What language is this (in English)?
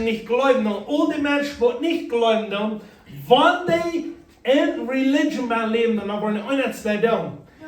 Plautdietsch